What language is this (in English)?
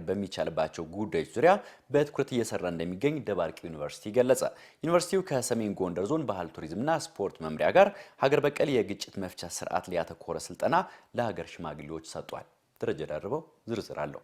Amharic